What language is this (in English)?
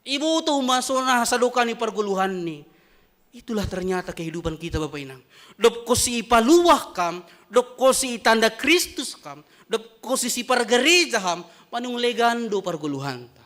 Batak Simalungun